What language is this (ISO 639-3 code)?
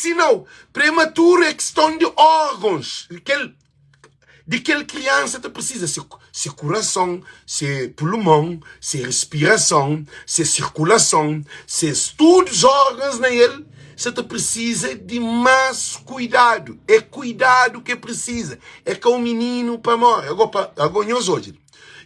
kea